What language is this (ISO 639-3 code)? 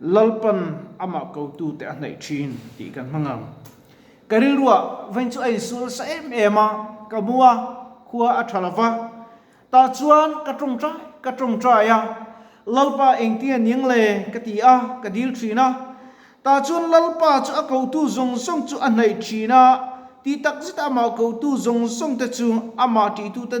lus